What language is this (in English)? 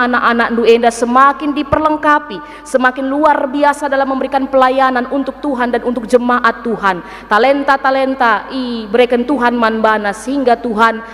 Batak Karo